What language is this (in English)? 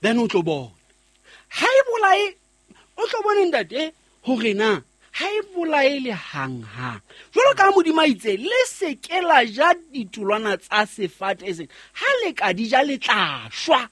Southern Sotho